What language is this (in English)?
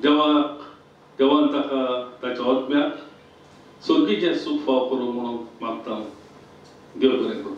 Konkani